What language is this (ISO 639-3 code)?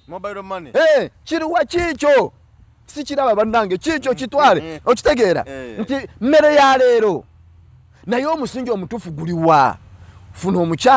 lug